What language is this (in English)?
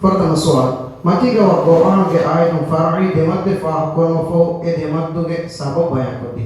Divehi